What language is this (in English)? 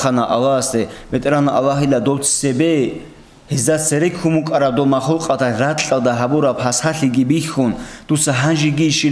Avaric